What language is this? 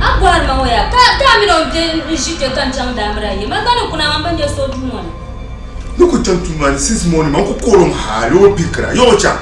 Dagbani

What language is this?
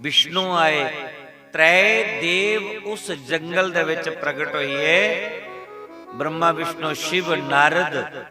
Dogri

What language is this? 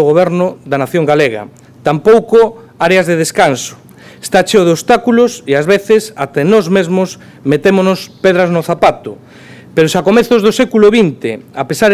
Galician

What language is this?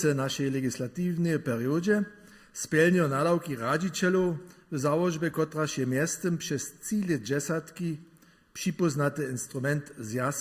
Upper Sorbian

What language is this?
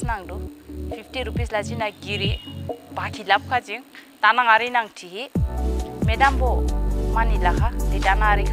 Dimasa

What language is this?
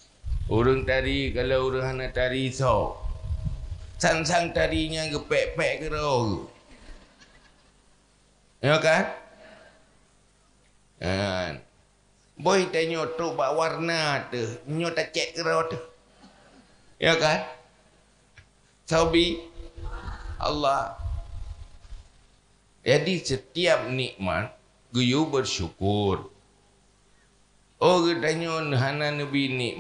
Achinese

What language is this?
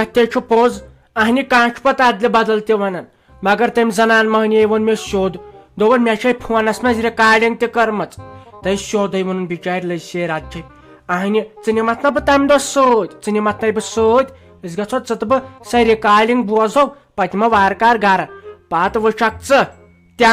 Kashmiri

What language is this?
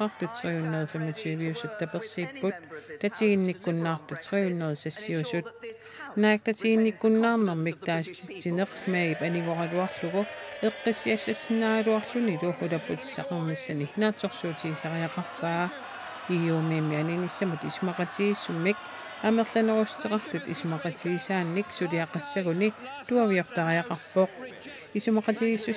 Kalaallisut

